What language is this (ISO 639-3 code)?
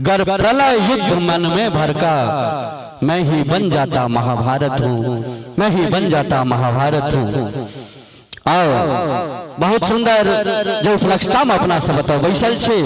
mai